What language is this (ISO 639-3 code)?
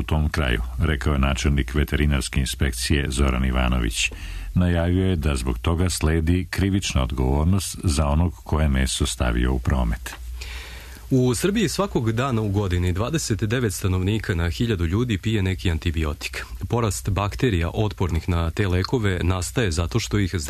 srp